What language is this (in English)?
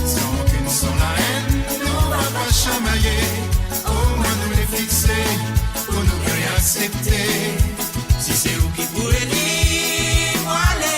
Morisyen